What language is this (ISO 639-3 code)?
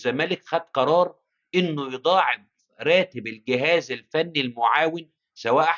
arz